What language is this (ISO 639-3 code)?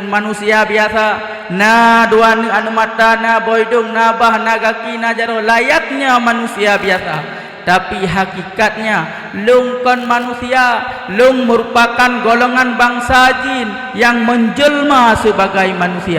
ace